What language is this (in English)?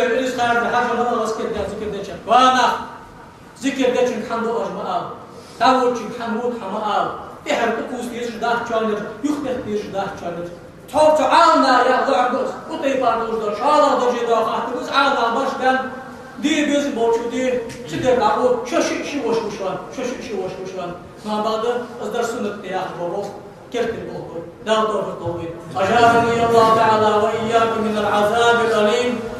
Ingush